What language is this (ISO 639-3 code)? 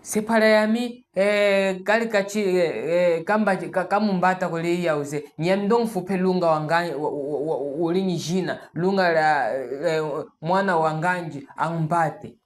cjk